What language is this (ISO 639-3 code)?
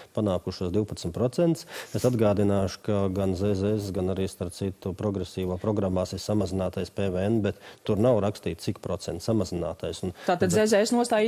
lav